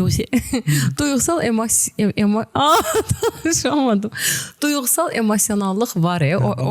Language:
Azerbaijani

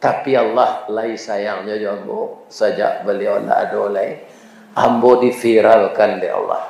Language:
Minangkabau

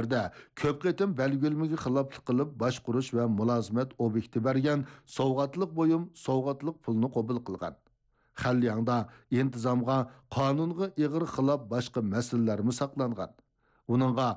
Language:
Uyghur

